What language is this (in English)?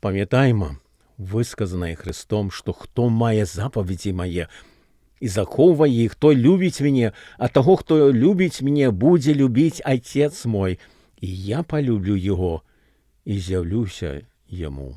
Belarusian